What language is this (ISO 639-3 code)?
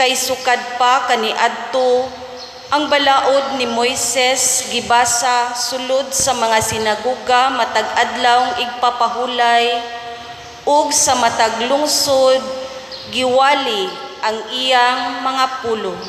ceb